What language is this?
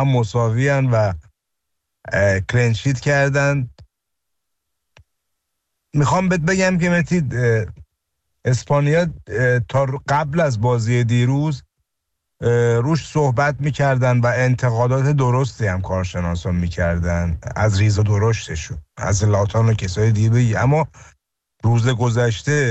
Persian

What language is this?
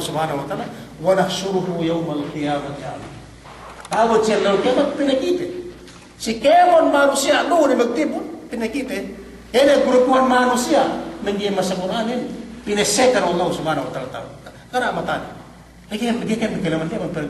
Yakan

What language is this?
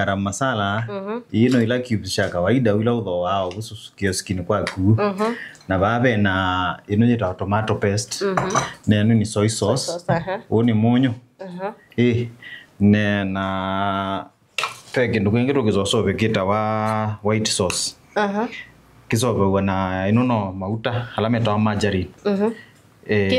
Kamba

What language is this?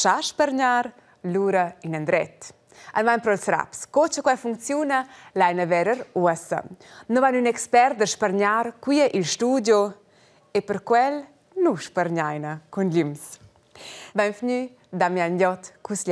Romansh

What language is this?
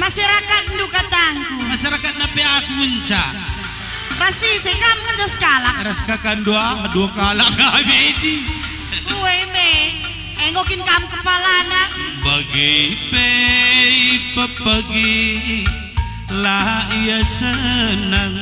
Batak Karo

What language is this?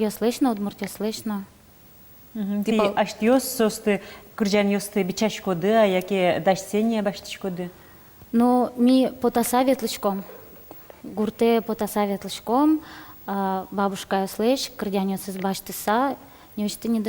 Udmurt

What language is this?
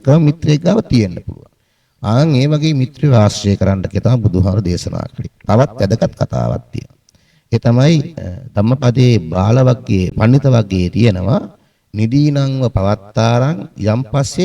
Sinhala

